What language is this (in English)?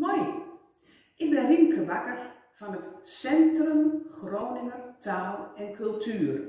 Gronings